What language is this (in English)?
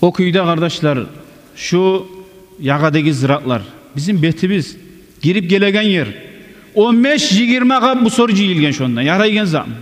Kumyk